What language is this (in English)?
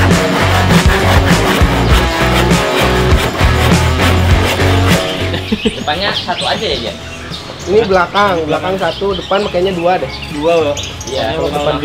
Indonesian